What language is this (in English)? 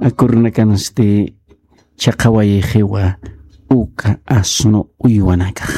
Aymara